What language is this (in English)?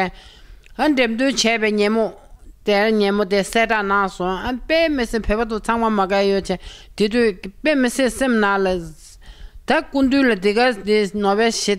Tibetan